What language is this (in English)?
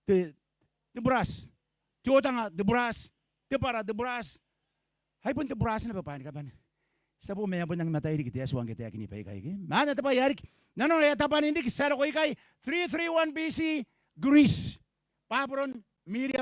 Gilbertese